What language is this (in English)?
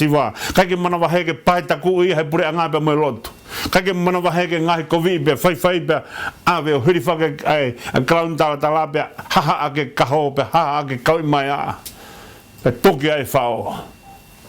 Tongan